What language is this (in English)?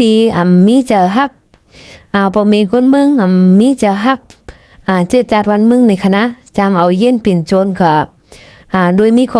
Shan